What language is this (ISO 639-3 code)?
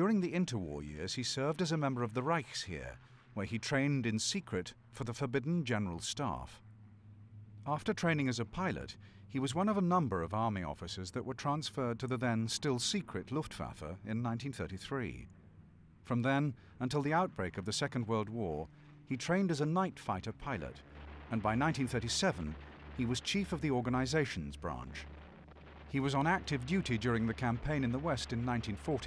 eng